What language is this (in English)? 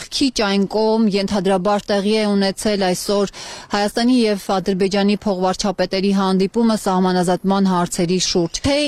Armenian